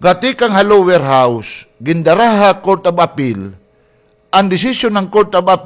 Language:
Waray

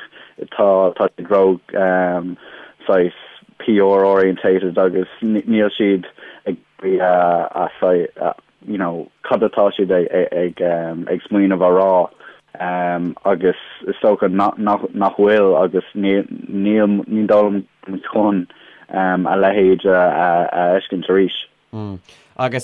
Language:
Irish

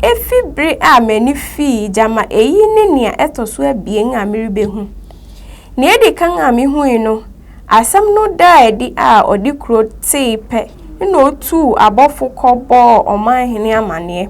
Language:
Akan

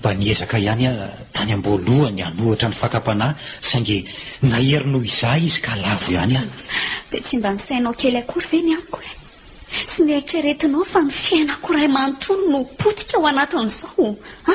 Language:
Malagasy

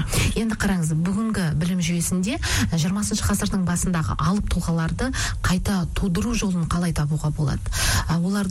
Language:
Kazakh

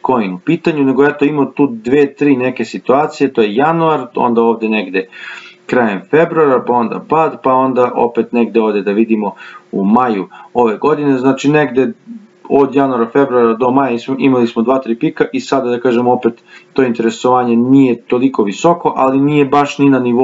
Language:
Serbian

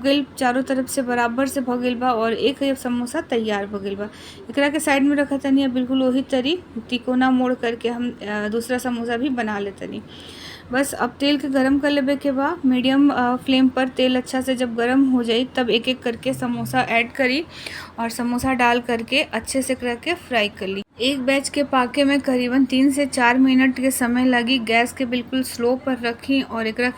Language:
Bhojpuri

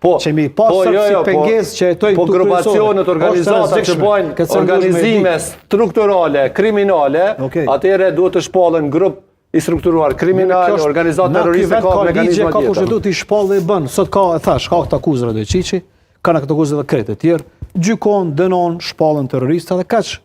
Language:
Albanian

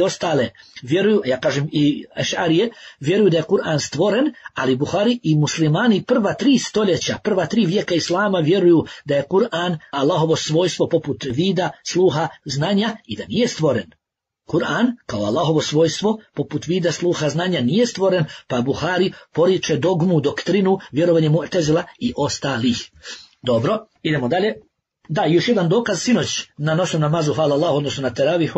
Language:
Bosnian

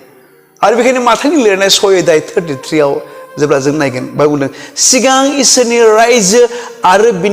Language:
Bodo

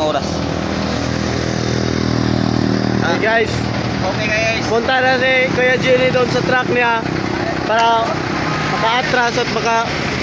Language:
Filipino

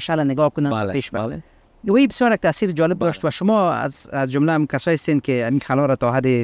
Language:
Persian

